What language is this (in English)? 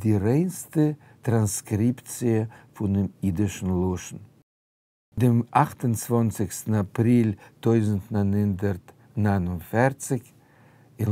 Yiddish